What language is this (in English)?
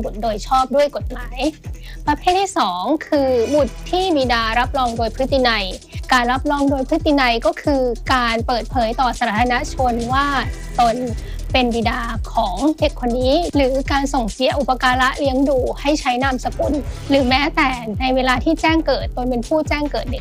Thai